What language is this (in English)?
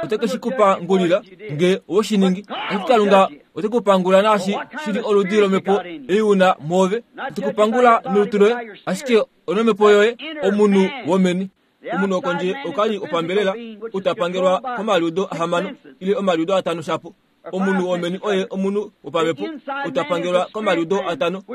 Kuanyama